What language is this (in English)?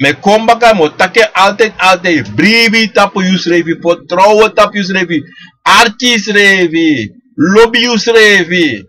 Sranan Tongo